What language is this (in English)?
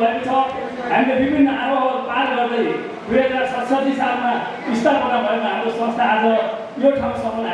Nepali